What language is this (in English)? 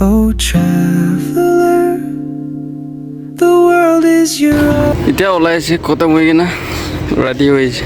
Naga Pidgin